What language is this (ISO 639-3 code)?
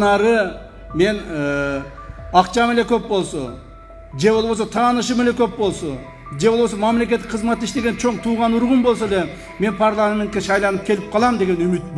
kir